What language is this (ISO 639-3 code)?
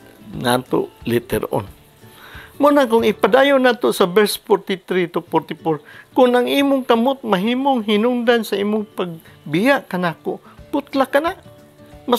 ceb